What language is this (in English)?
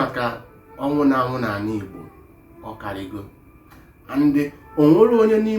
Igbo